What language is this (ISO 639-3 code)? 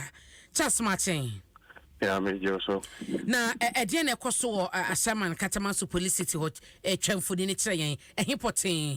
aka